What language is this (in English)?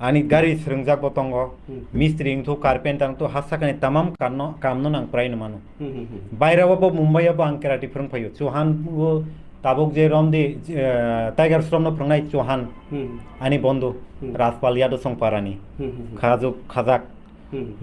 Kok Borok